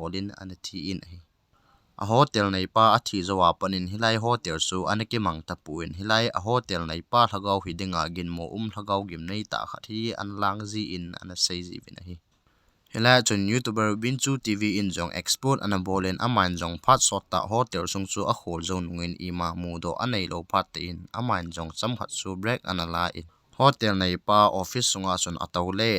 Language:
Thado Chin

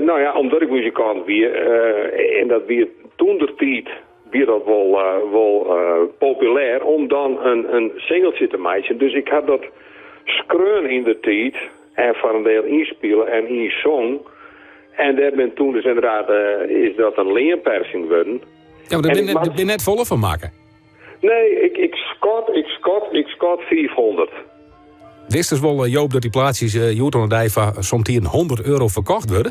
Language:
Western Frisian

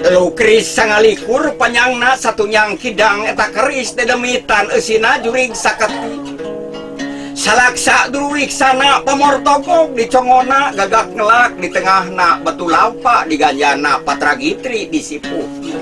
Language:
Sundanese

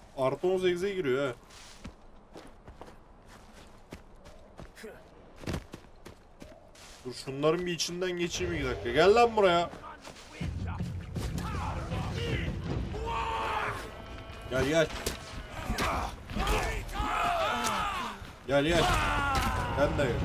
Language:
Turkish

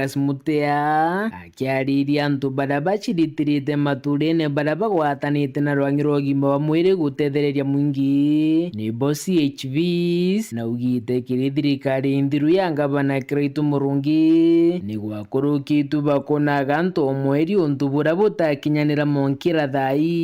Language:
Meru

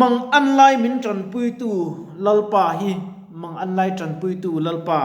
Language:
Mizo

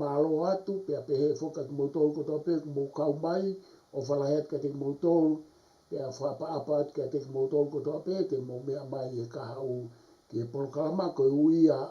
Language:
Tongan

